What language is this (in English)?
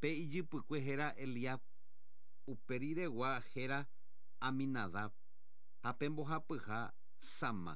Guarani